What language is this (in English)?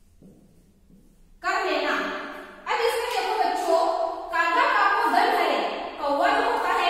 Hindi